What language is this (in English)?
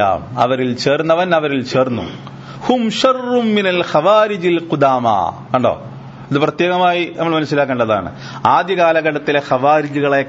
Malayalam